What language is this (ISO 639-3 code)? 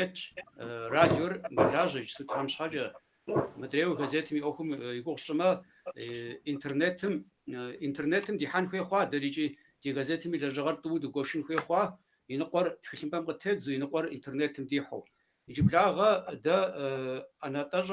kbd